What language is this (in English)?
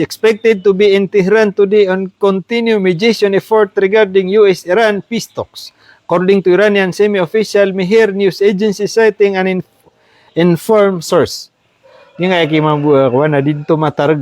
Maranao